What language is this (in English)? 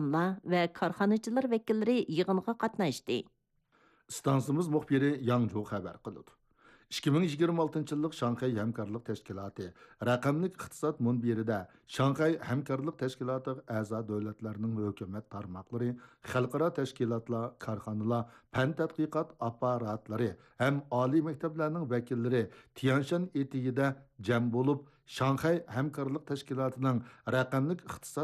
Uyghur